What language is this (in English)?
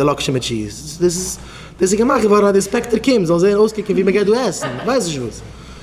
Yiddish